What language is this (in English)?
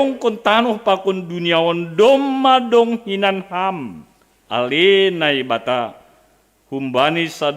Batak Simalungun